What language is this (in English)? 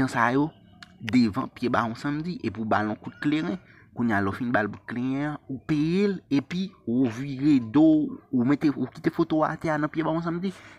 Haitian Creole